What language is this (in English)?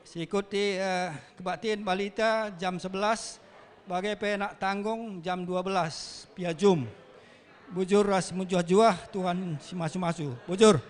Batak Karo